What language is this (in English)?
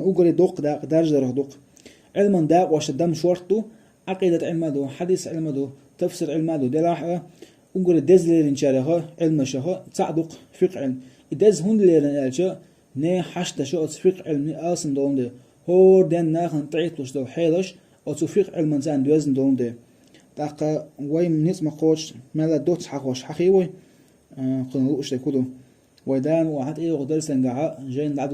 Chechen